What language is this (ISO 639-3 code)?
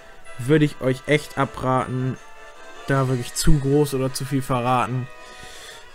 deu